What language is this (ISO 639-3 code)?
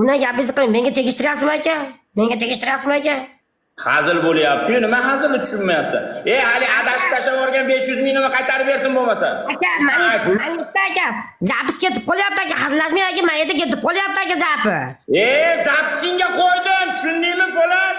uzb